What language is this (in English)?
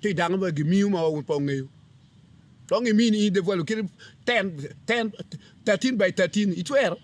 Acoli